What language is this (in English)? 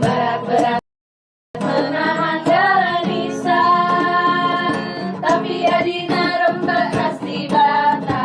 Batak Karo